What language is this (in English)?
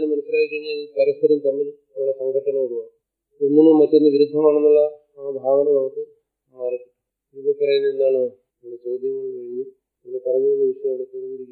Malayalam